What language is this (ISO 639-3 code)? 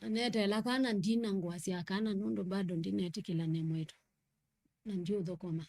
kam